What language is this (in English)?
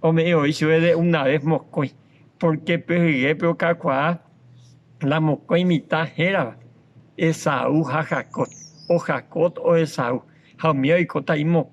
Guarani